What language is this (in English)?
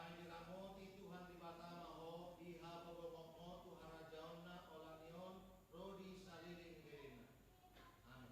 Batak Toba